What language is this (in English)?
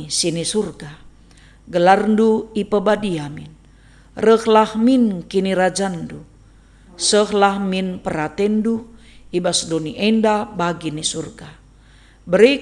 Batak Karo